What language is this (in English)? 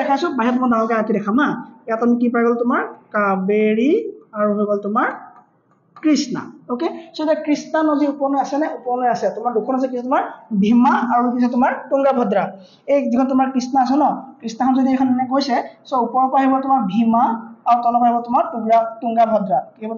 Assamese